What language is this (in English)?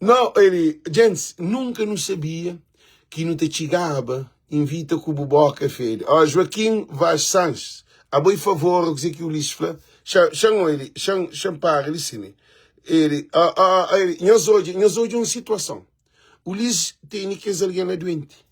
Kabuverdianu